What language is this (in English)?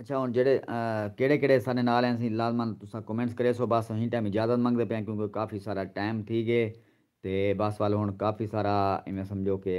Saraiki